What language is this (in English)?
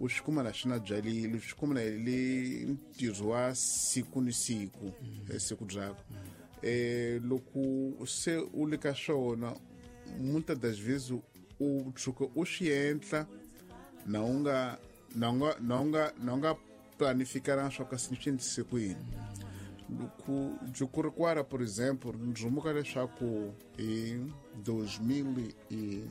Tsonga